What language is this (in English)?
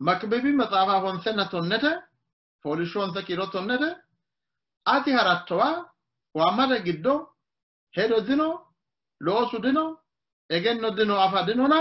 Sidamo